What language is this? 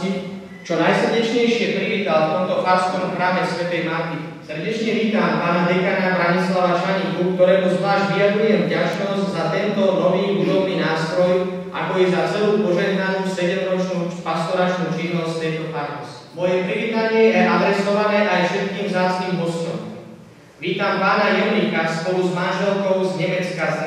Slovak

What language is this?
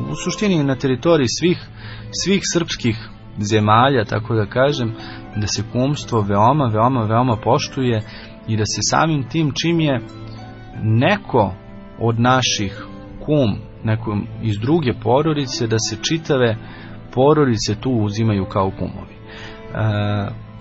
Serbian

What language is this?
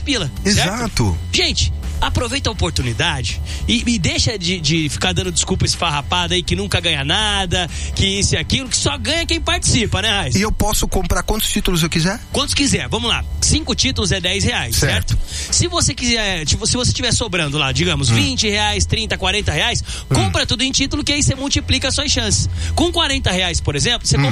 Portuguese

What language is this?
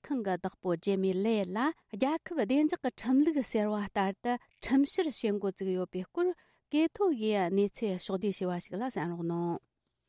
Tibetan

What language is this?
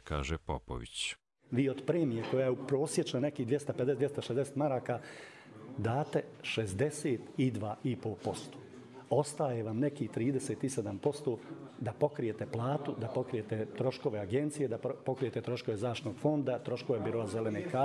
Croatian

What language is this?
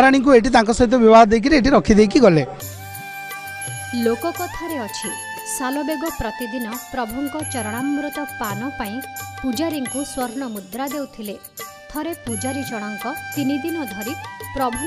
Odia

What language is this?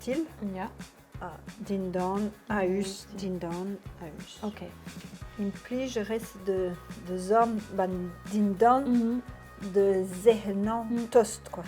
Breton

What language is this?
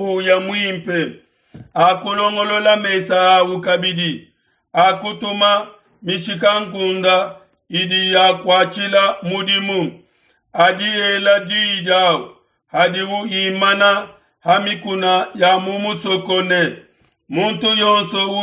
Luba-Lulua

